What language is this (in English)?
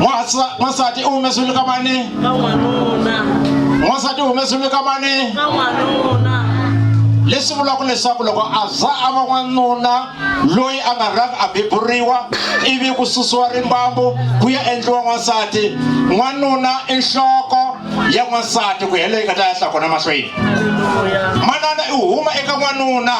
Tsonga